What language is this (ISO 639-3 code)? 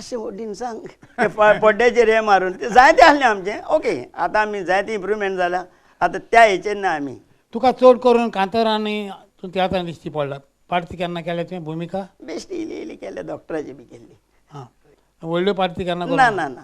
kok